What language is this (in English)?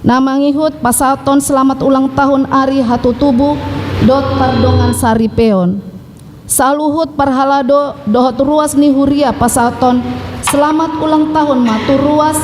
Batak Toba